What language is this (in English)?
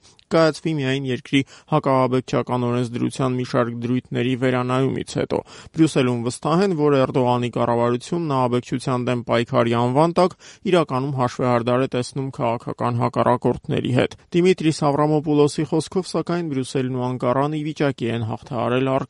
Armenian